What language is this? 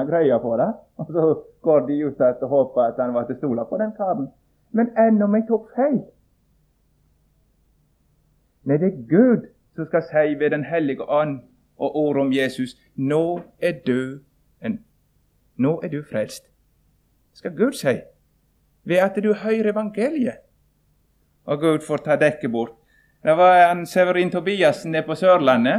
Norwegian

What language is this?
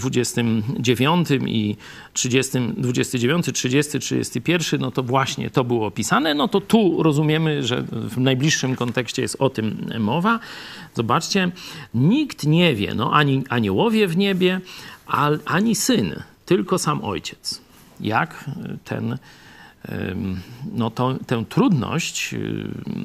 Polish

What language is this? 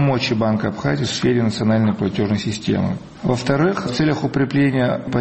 Russian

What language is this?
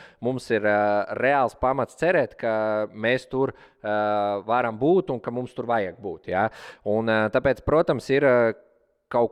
Latvian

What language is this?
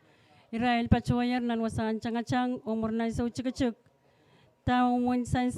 Pohnpeian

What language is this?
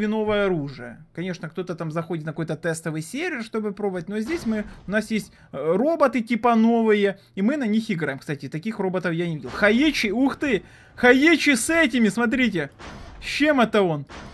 Russian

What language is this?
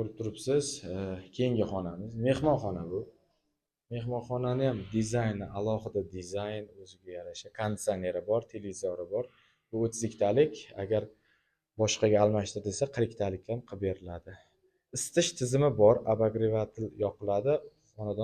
Uzbek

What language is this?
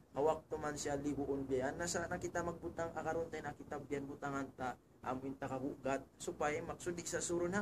Tausug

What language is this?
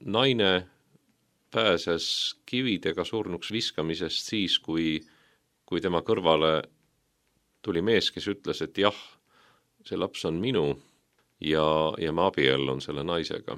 Estonian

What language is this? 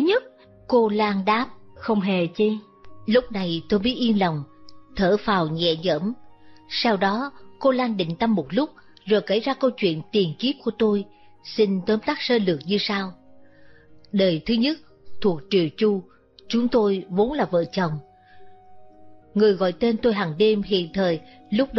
Vietnamese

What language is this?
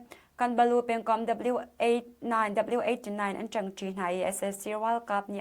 Hakha Chin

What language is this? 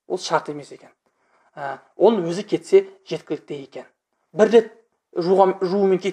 Kazakh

